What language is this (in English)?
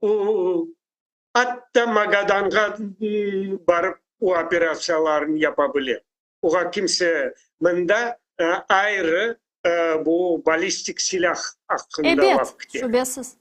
Crimean Tatar